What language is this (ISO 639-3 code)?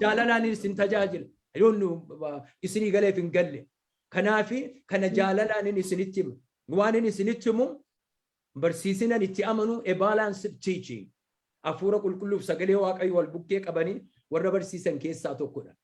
orm